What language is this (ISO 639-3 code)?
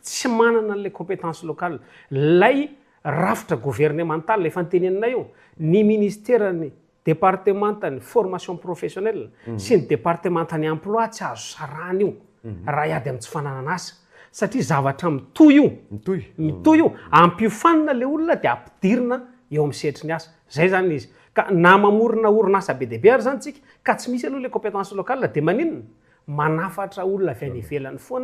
mlg